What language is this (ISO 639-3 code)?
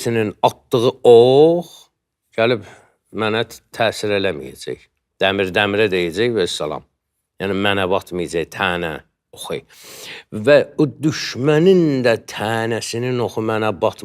aze